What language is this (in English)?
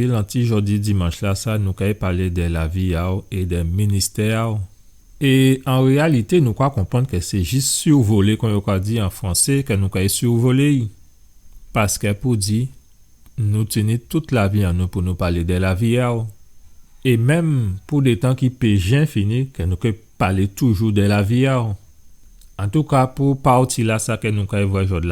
Guadeloupean Creole French